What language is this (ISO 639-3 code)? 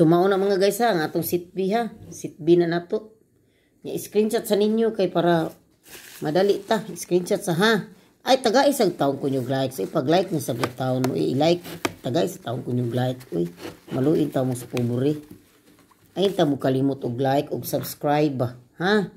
ceb